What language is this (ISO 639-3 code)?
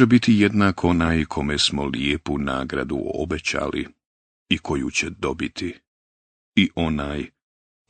bos